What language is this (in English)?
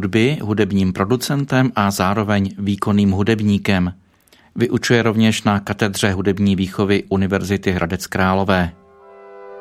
Czech